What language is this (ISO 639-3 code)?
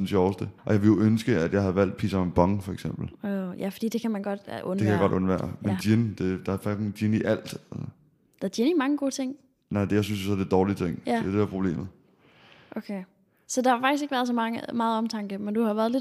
dan